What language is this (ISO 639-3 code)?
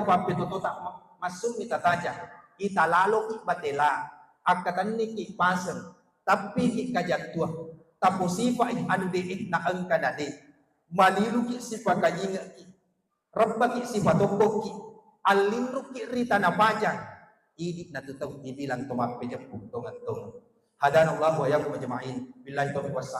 bug